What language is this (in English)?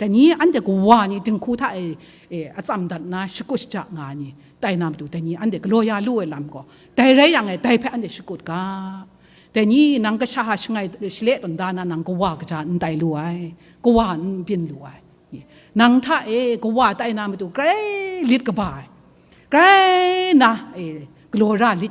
Kachin